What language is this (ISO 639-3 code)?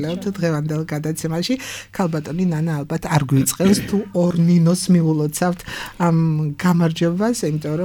kat